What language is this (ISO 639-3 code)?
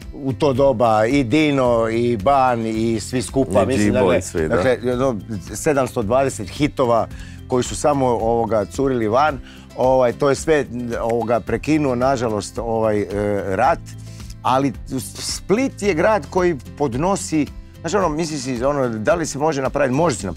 hrv